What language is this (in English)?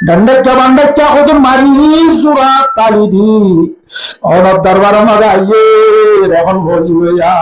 Rohingya